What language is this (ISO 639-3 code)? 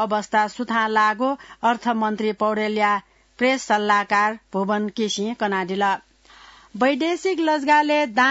new